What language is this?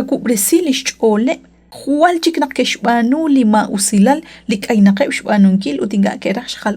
Kekchí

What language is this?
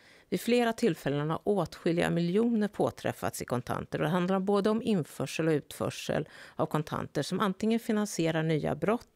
Swedish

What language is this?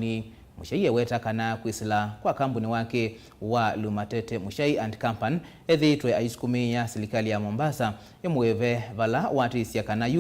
Kamba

